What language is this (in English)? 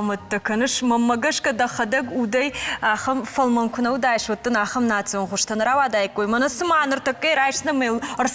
Ossetic